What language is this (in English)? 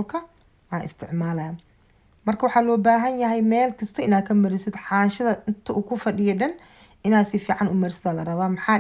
Somali